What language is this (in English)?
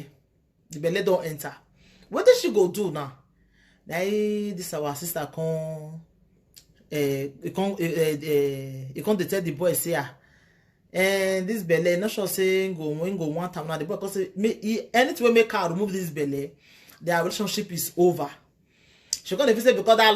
Nigerian Pidgin